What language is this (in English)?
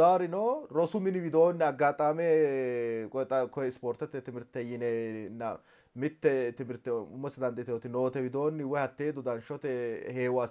Sidamo